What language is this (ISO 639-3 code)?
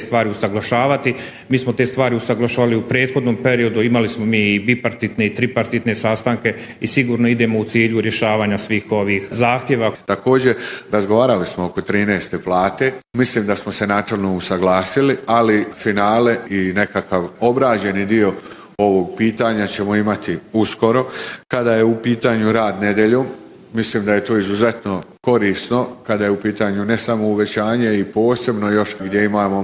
bos